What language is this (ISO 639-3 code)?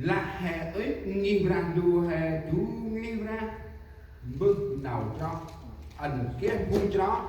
cmo